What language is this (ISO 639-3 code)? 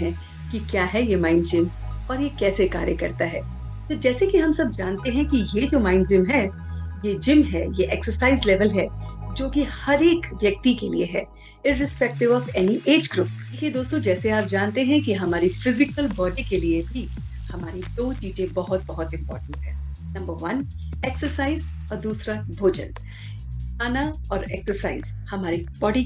hin